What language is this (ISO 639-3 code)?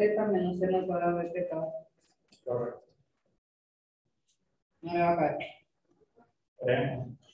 spa